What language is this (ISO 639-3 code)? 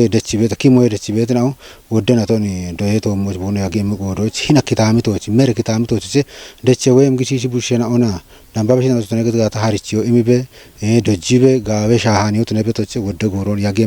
kbr